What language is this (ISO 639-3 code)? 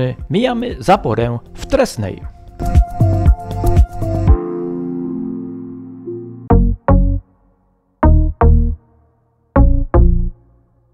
pol